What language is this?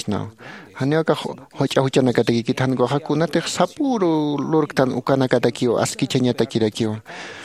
Aymara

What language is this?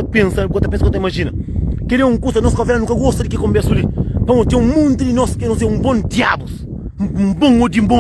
Kabuverdianu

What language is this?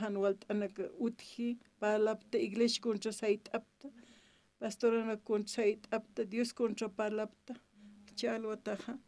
Aymara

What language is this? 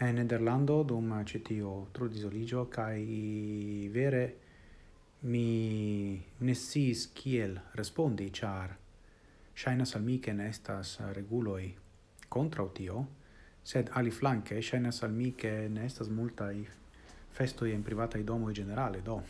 Esperanto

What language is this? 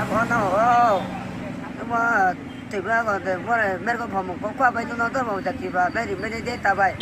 Riang (India)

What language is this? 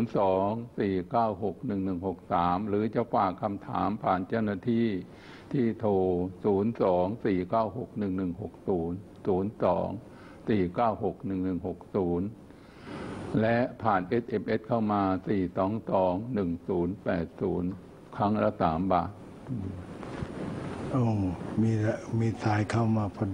Thai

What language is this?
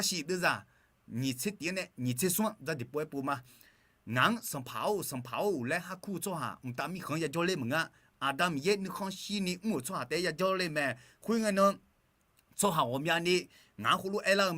Akha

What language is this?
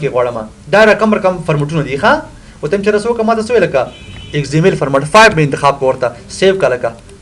Pashto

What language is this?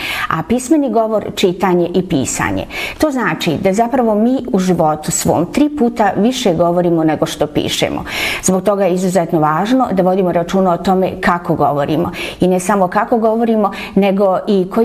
Bosnian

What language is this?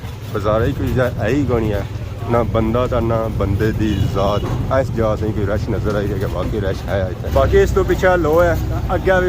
Pahari-Potwari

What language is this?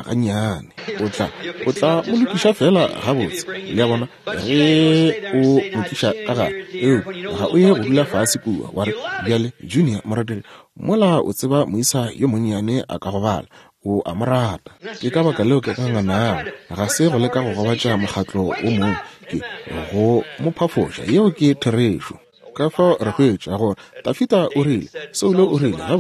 Northern Sotho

